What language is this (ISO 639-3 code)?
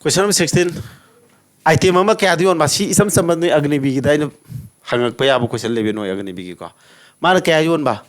mni